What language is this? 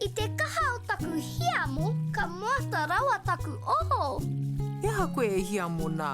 Māori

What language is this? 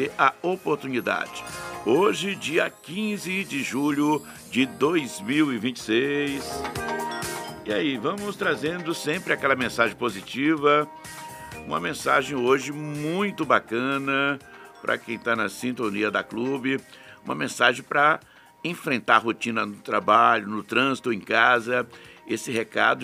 Portuguese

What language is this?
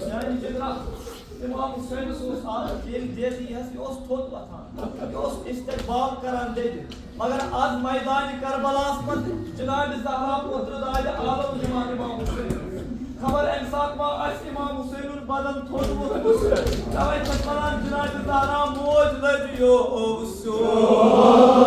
Kashmiri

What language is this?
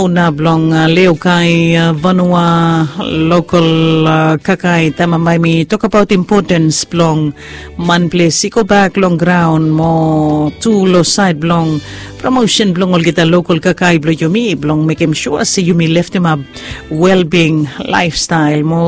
Bislama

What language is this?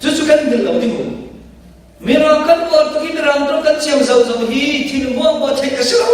Falam Chin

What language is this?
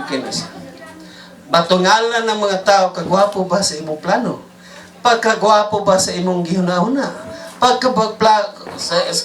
Cebuano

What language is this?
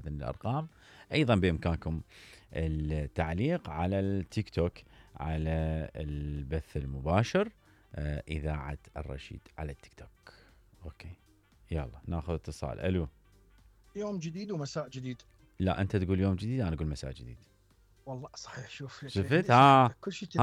Mesopotamian Arabic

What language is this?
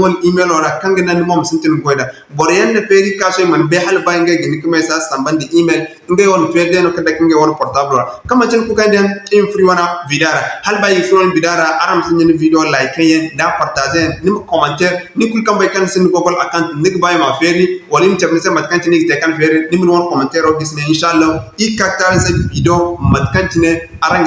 Zarma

